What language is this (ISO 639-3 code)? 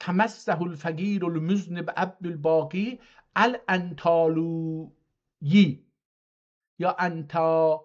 azb